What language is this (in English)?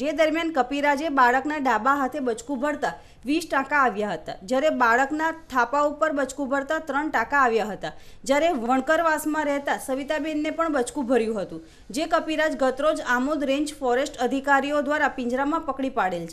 Gujarati